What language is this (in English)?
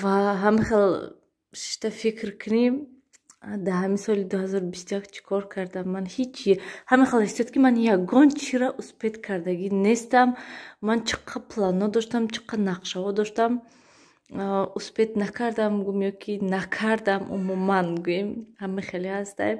Tajik